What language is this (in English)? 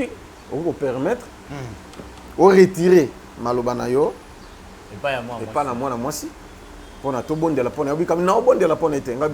Lingala